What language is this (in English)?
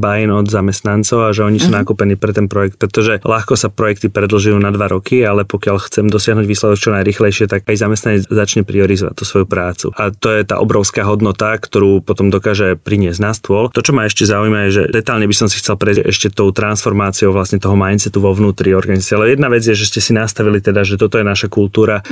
Slovak